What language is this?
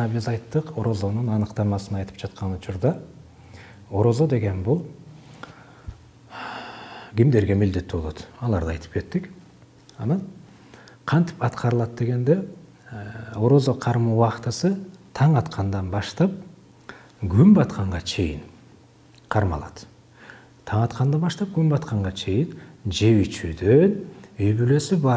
Kyrgyz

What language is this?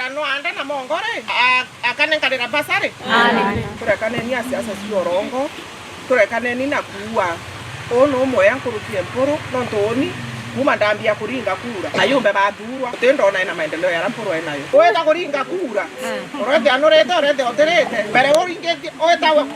Meru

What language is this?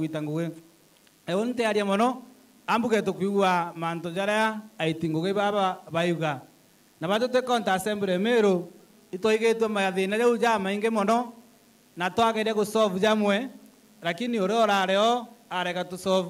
Meru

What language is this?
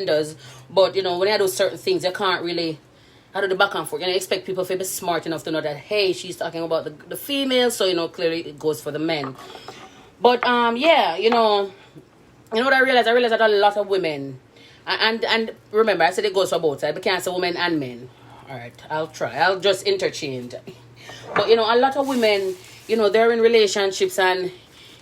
Jamaican Creole English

